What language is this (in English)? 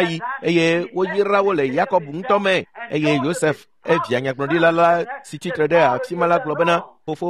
Ewe